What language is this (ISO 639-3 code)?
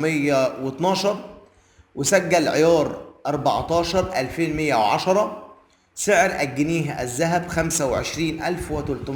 arz